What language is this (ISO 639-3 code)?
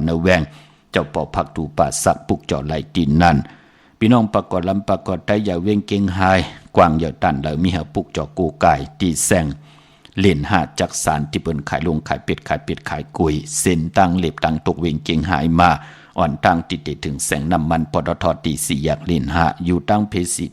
shn